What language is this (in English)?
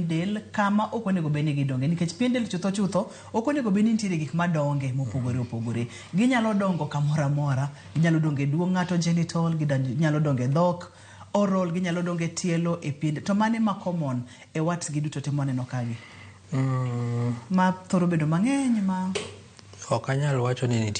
Luo (Kenya and Tanzania)